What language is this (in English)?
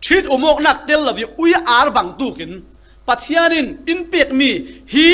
Falam Chin